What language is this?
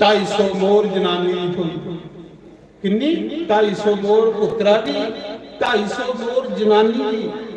Dogri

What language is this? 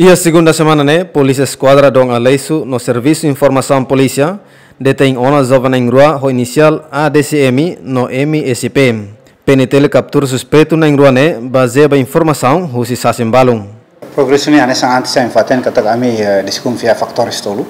Tetum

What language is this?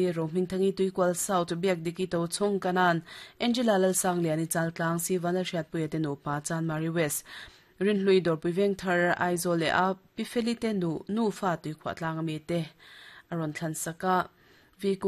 Mizo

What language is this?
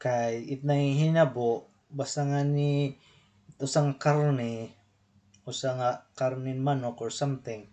Waray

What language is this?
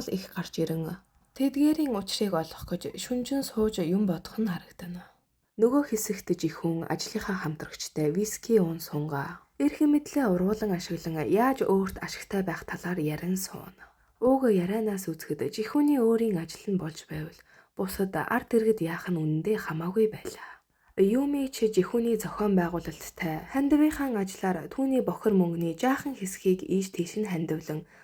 Mongolian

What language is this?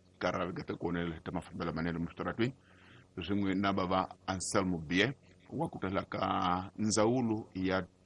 Tsonga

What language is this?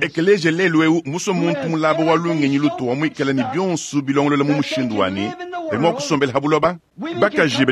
Luba-Lulua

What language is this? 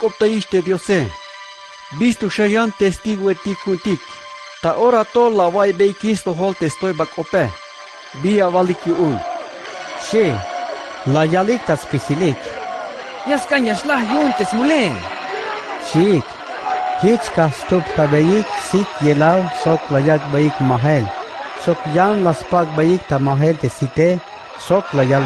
Tzeltal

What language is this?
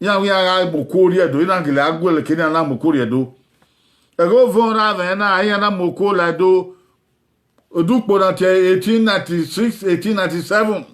Bini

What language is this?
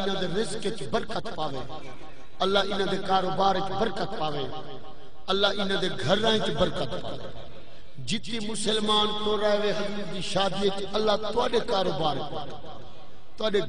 Saraiki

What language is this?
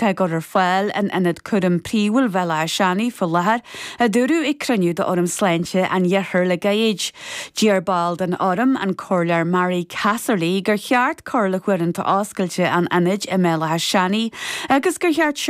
Irish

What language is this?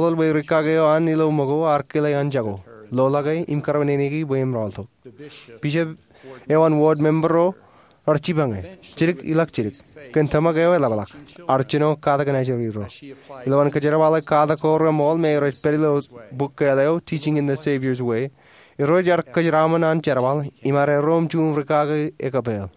Marshallese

